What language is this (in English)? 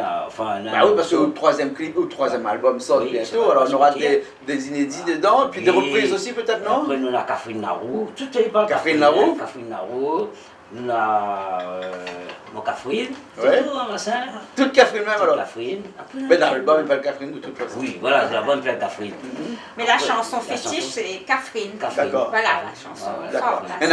Réunion Creole French